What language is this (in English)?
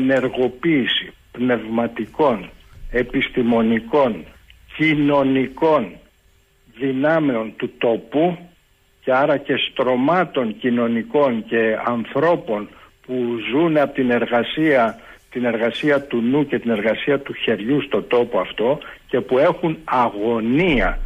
Greek